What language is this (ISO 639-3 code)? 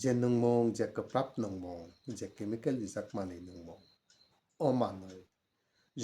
trp